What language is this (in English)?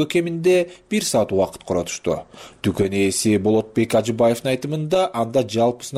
Kyrgyz